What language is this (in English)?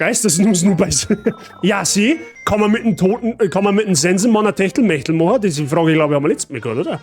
Bavarian